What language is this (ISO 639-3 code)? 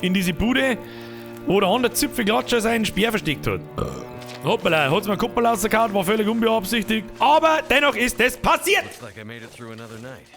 bar